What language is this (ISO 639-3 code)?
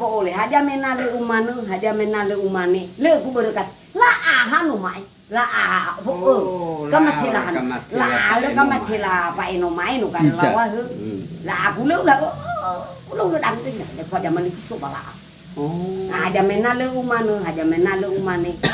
nia